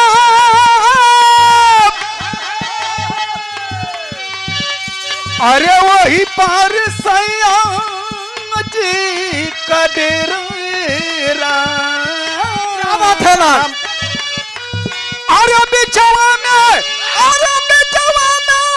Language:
Bhojpuri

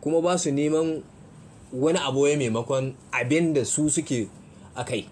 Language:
Hausa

